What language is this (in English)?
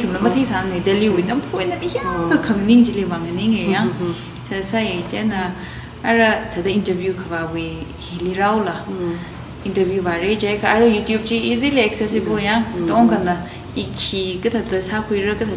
Tangkhul Naga (India)